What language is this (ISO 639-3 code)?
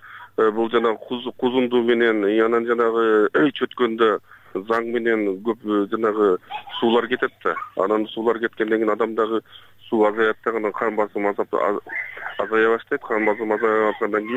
kir